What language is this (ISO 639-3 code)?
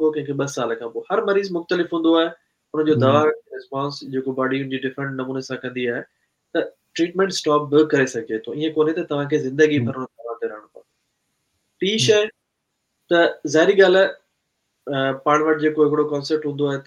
snd